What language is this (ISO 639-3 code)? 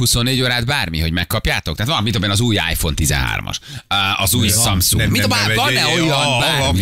hun